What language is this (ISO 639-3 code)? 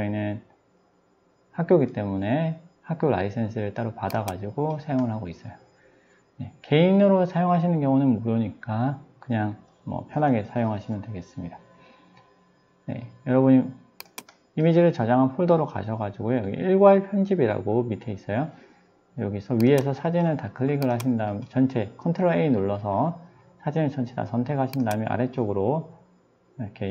kor